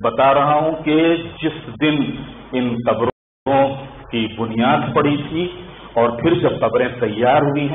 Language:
Urdu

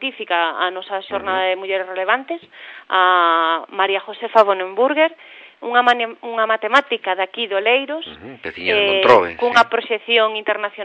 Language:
Galician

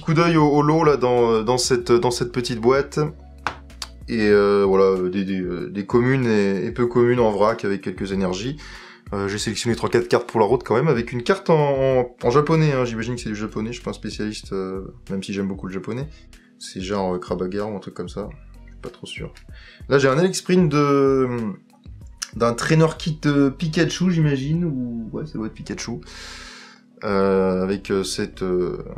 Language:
French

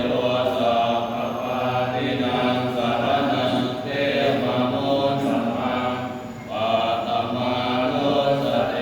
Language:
Pali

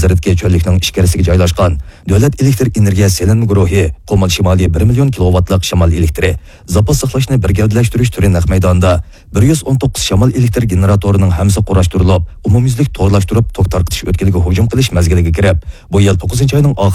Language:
Uyghur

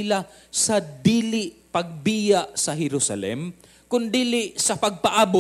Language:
Cebuano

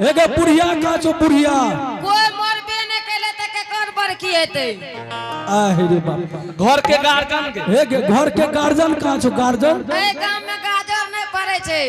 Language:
Angika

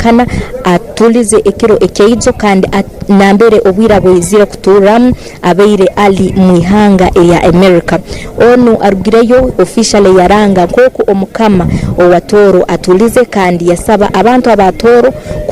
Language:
Tooro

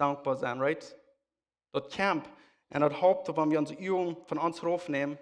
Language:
Plautdietsch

